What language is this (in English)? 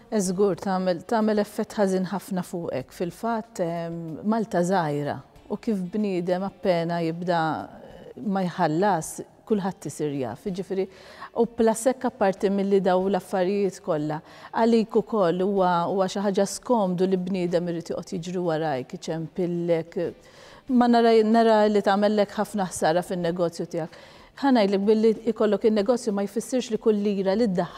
Maltese